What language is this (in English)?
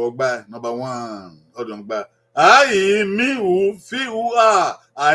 Bini